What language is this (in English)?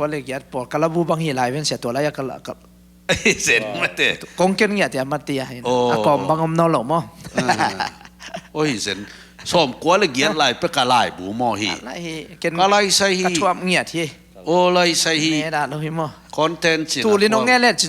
Tedim Chin